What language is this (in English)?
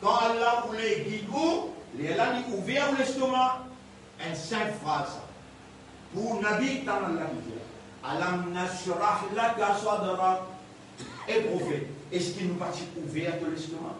Morisyen